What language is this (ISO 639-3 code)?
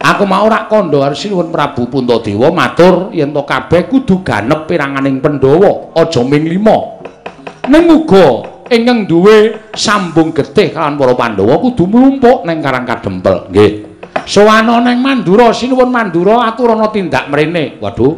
jav